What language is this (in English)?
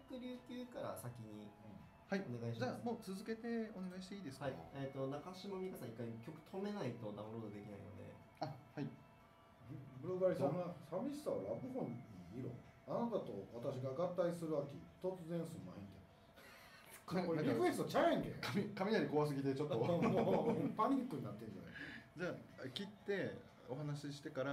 Japanese